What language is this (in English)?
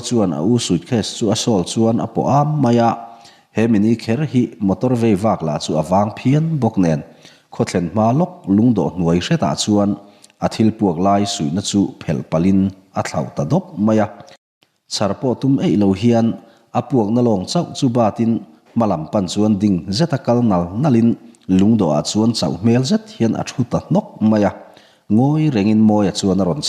Mizo